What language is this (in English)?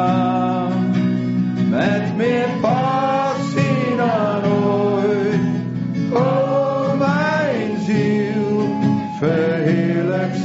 Dutch